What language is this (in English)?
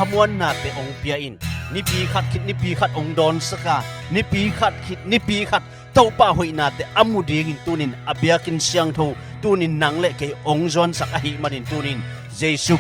Tedim Chin